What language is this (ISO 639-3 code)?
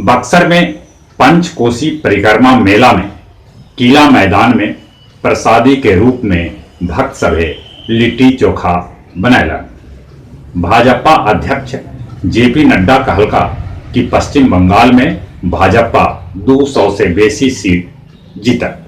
mag